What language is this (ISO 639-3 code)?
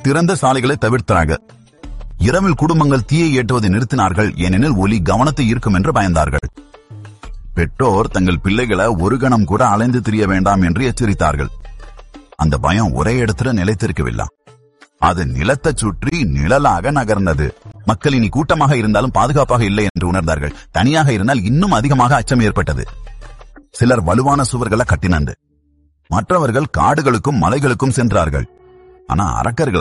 tam